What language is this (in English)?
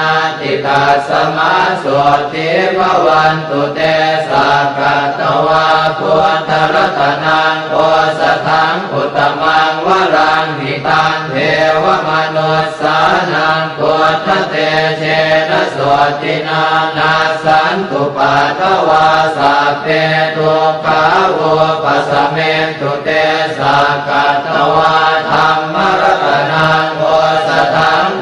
Pali